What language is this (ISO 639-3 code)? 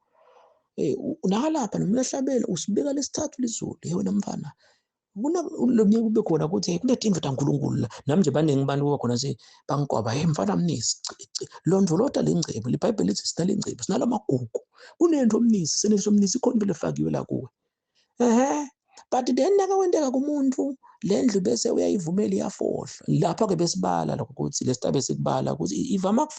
zul